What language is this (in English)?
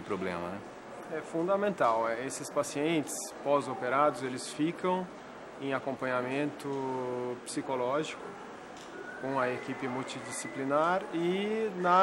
Portuguese